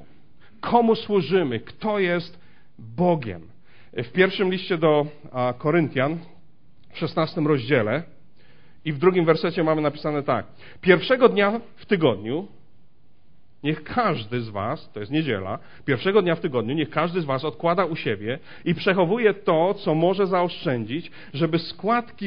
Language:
Polish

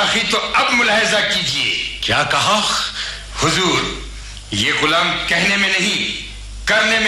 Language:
Urdu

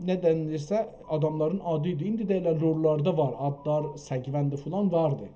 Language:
South Azerbaijani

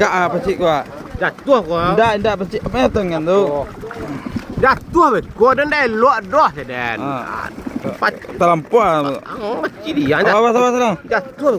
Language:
Minangkabau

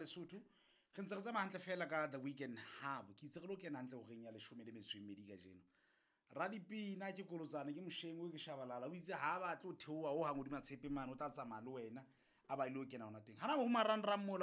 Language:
Southern Sotho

